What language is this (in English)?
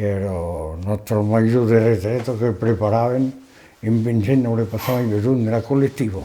Occitan